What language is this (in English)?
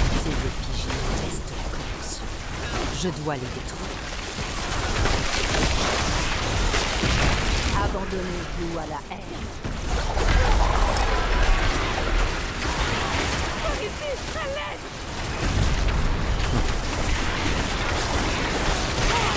French